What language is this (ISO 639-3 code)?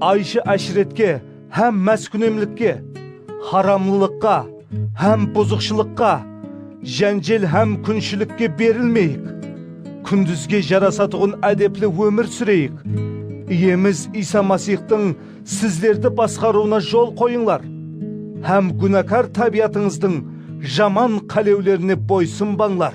kaa